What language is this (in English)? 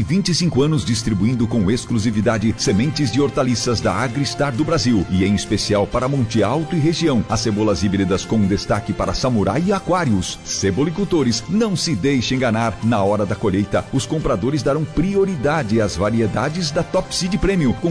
Portuguese